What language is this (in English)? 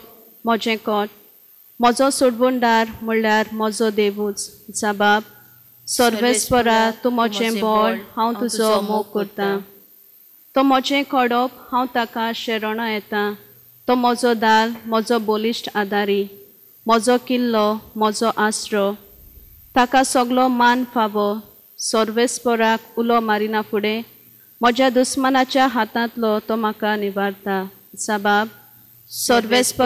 Konkani